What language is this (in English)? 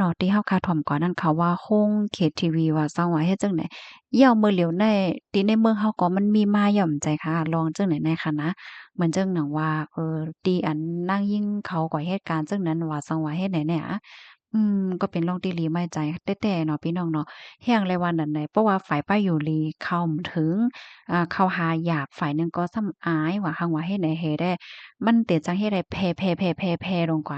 Shan